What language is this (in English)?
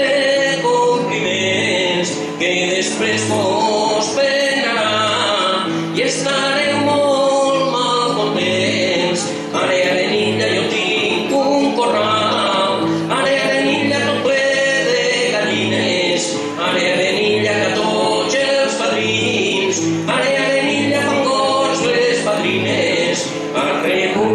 Catalan